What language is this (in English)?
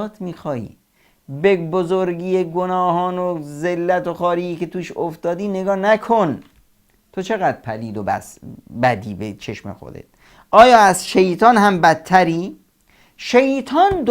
Persian